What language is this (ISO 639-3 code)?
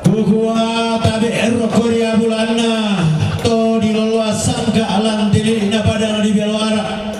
sda